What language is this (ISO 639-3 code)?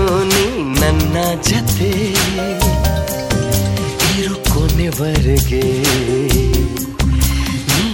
kan